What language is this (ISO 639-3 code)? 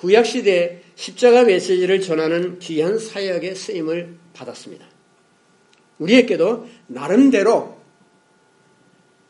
kor